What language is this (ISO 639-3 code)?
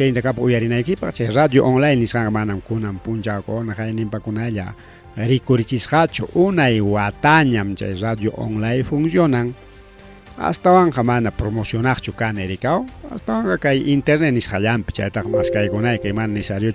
quy